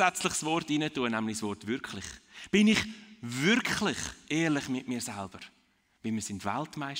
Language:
Swiss German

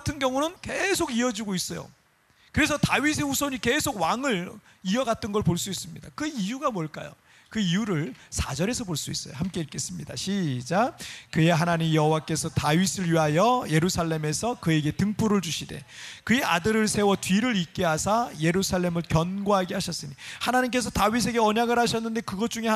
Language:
Korean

